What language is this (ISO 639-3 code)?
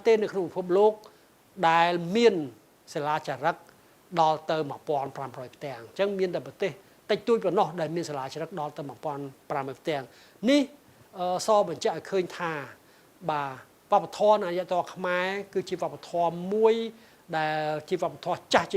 khm